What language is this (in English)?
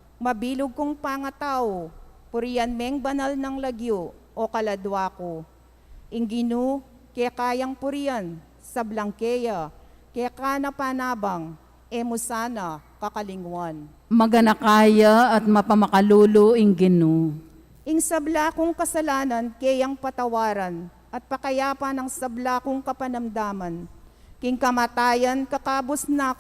Pampanga